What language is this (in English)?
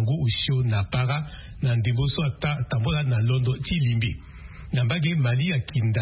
Sango